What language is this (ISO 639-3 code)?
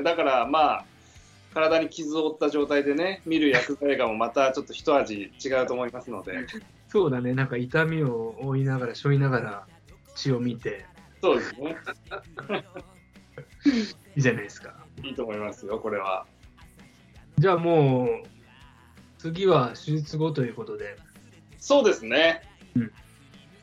jpn